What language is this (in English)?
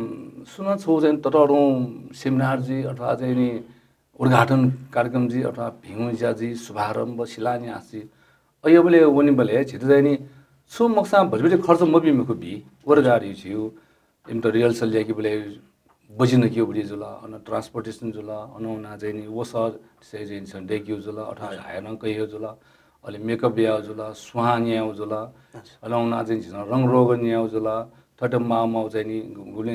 Newari